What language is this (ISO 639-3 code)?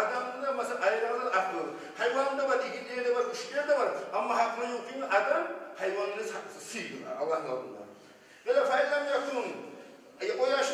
kum